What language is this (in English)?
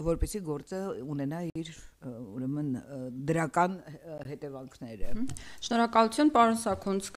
Armenian